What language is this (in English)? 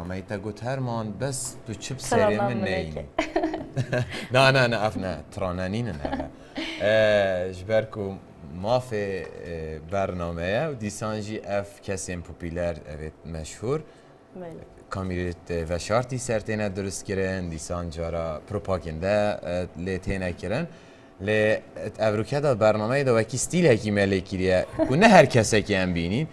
Kurdish